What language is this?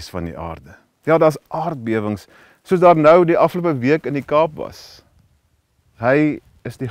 Afrikaans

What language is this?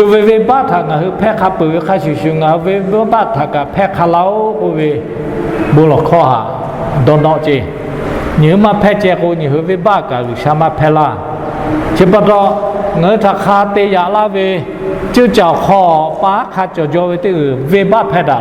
Lahu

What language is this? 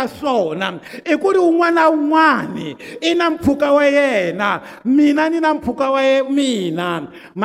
Tsonga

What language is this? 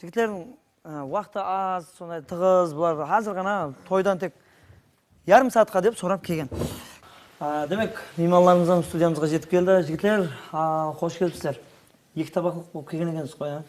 Kara-Kalpak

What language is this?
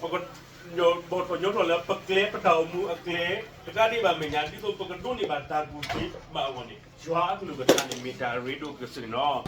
S'gaw Karen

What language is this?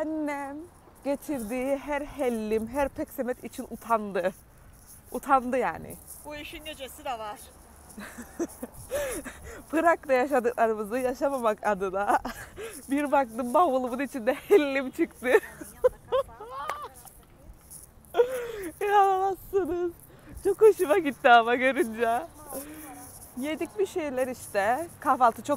Turkish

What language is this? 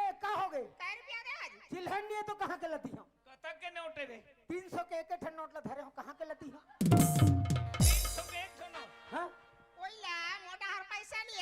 Chhattisgarhi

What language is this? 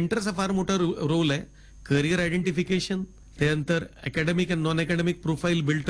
Marathi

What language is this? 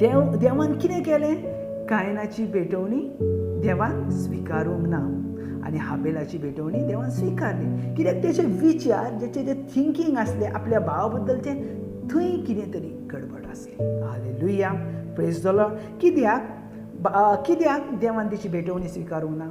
Konkani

